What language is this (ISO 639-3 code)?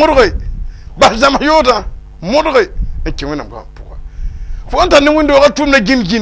mos